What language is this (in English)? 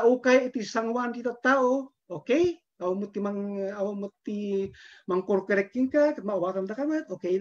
Iloko